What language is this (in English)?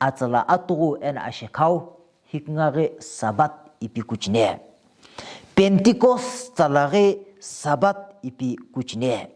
Sumi Naga